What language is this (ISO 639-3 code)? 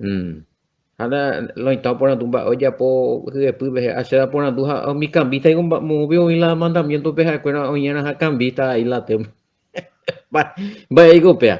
grn